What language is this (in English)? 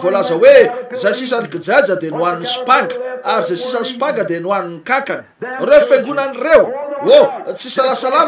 Malagasy